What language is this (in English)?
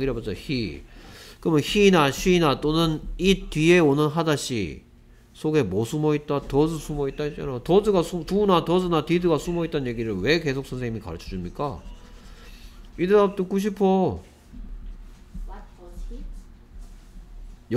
Korean